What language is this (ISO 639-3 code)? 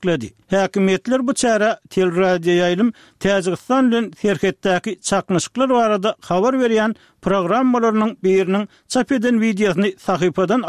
tuk